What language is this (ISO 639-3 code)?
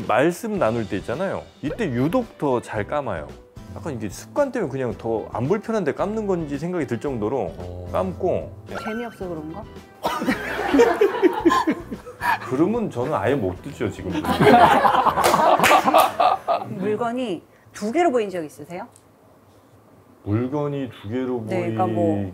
kor